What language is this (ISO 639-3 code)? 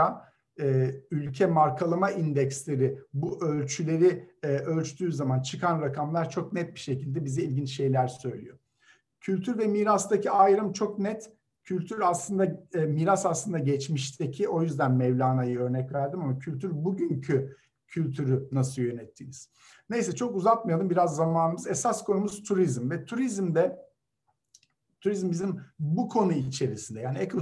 tur